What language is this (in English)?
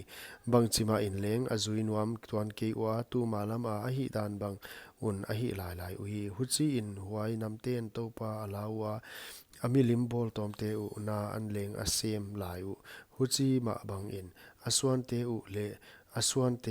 Paite Chin